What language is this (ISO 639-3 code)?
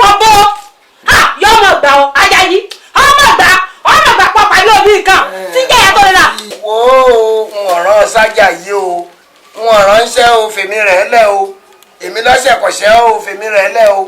yor